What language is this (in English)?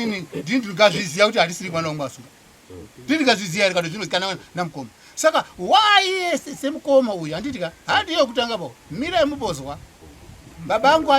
Shona